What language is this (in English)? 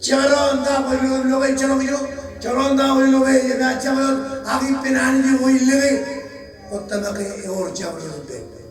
Marshallese